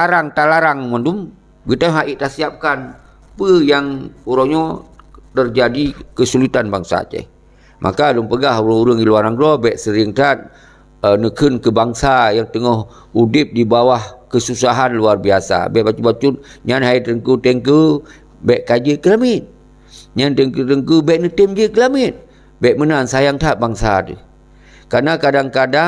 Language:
Achinese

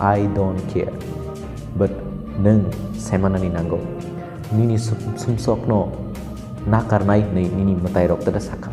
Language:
Kok Borok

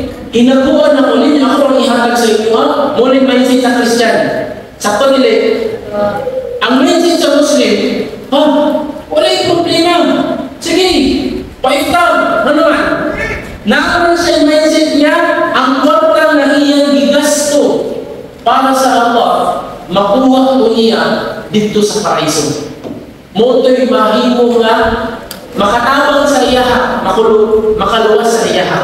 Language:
Cebuano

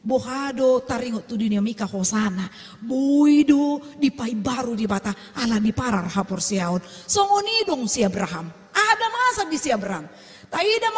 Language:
Batak Toba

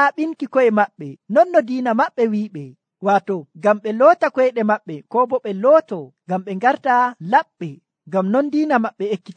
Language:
Nigerian Fulfulde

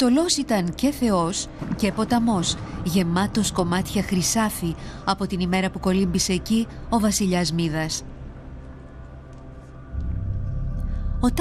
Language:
Greek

